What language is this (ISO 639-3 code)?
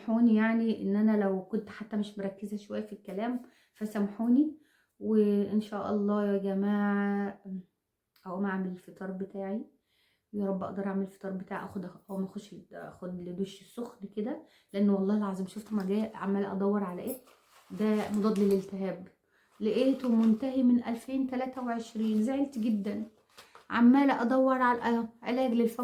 arz